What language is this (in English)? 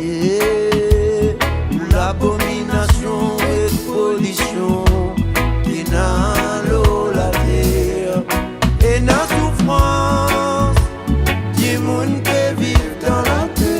Réunion Creole French